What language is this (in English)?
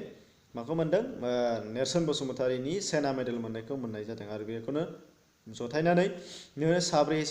Bodo